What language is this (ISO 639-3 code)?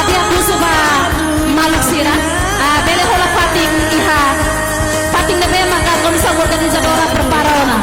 tet